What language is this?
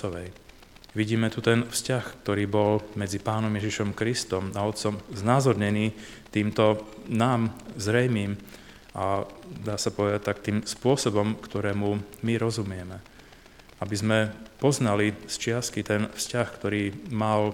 Slovak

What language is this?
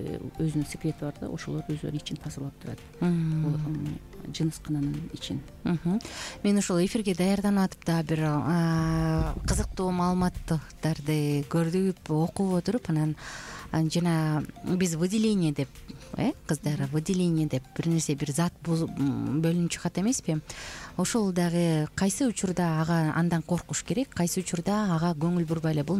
Kyrgyz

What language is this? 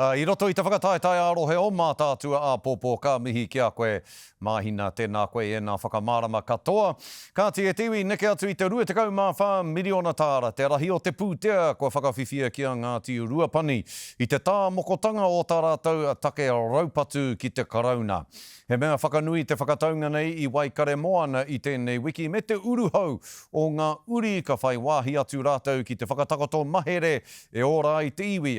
Māori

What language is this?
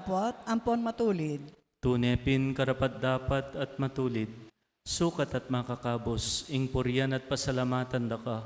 Pampanga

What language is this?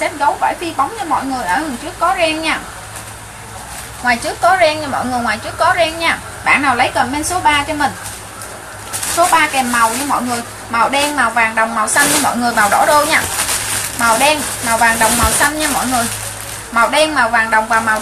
Vietnamese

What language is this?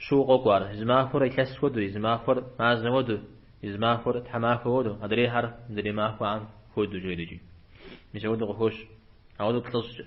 Kabardian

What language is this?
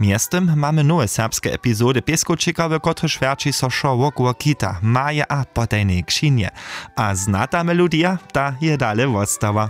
Upper Sorbian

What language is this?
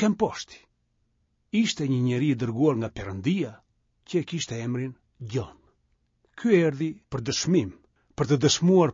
Albanian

